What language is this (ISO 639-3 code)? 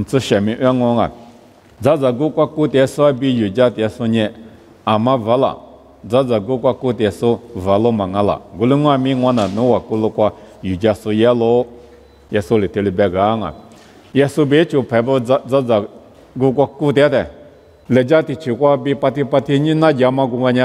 lis